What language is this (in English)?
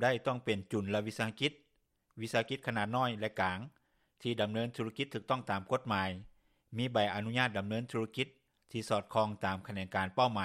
Lao